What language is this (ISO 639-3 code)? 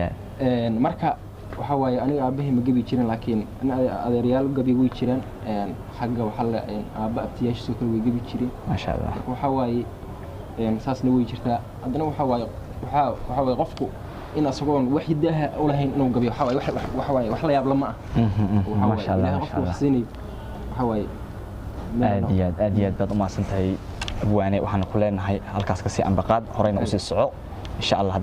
som